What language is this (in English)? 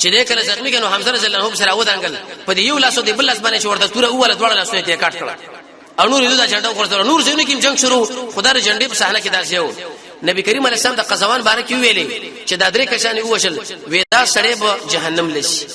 Pashto